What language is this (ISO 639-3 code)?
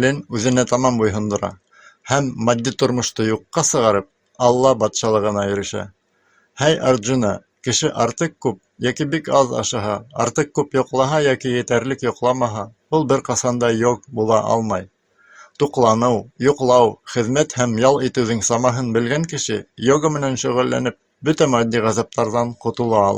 bak